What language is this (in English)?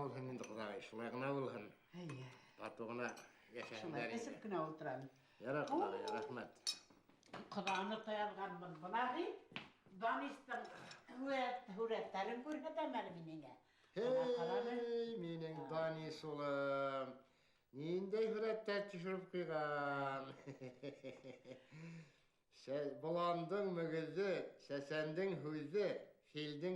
Bashkir